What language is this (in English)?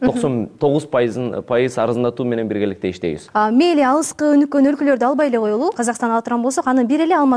Kyrgyz